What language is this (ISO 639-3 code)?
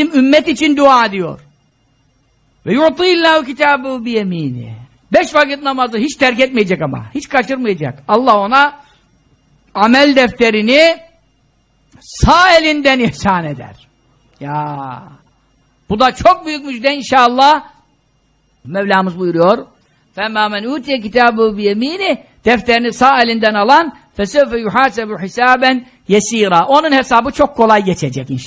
tur